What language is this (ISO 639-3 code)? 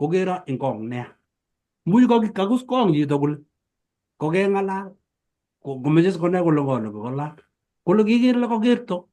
kln